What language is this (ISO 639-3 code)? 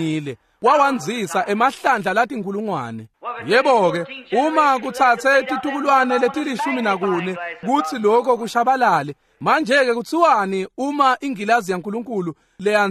ssw